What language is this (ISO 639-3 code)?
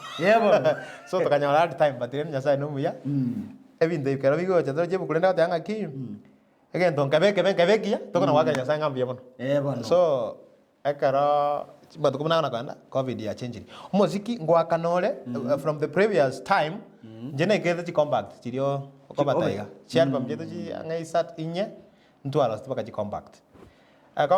guz